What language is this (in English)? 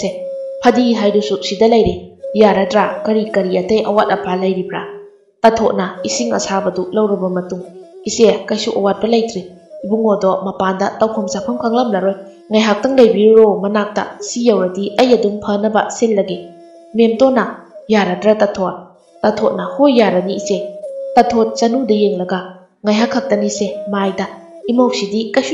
Manipuri